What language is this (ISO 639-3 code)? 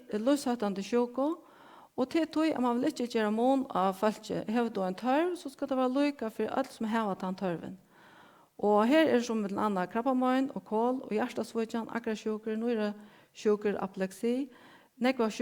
fao